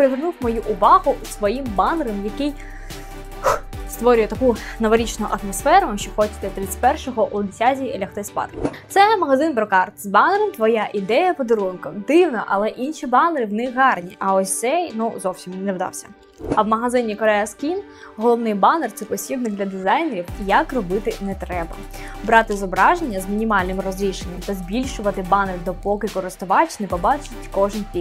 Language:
Ukrainian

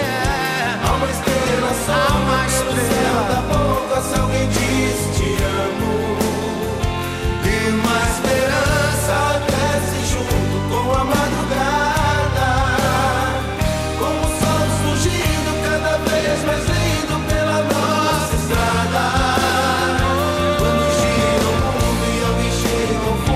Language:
Portuguese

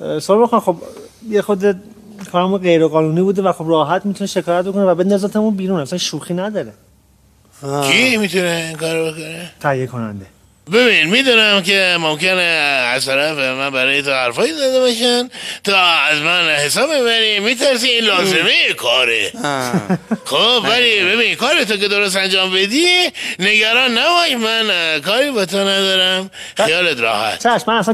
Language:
Persian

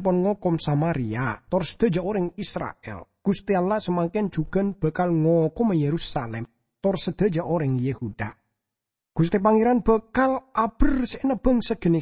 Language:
Madurese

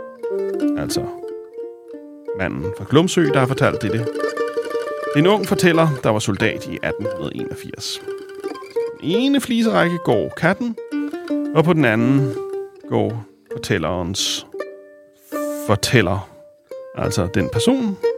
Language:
Danish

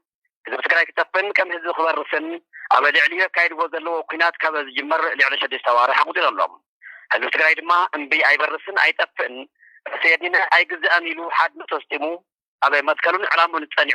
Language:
Tigrinya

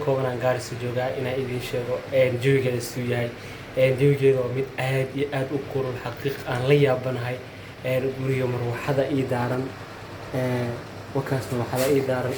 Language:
Somali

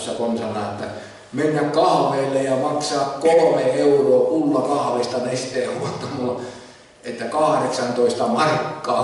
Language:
Finnish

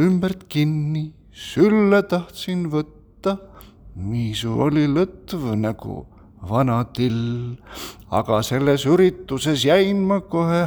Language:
Estonian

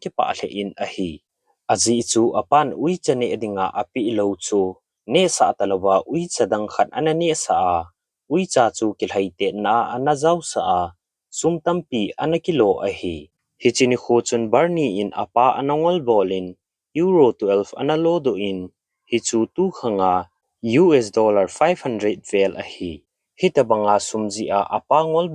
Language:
Thado Chin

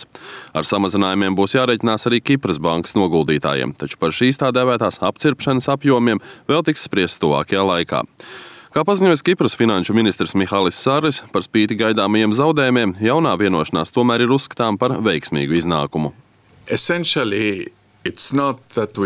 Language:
Latvian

